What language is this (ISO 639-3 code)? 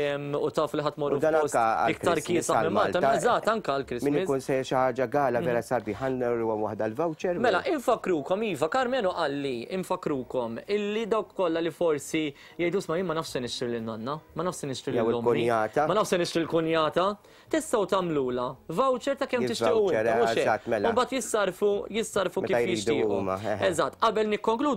mlt